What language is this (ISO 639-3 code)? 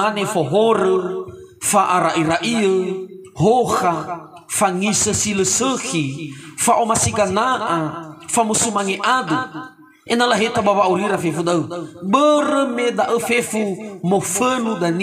nia